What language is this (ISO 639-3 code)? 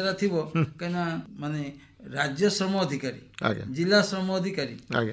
ori